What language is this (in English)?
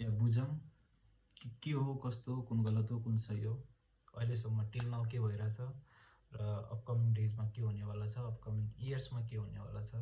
Nepali